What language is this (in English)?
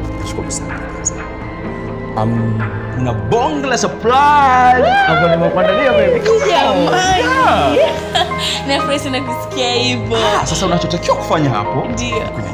Swahili